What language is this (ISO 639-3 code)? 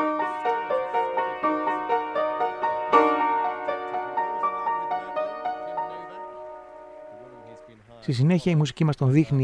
ell